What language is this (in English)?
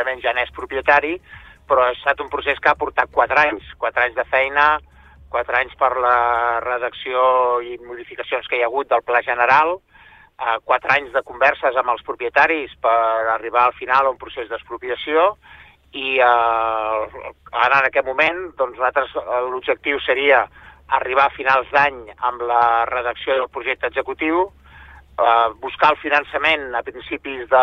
Catalan